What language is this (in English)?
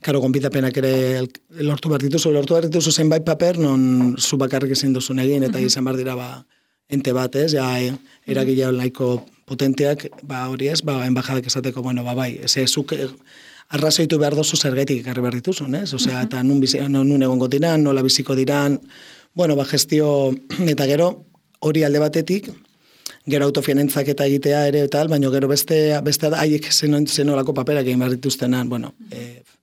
Basque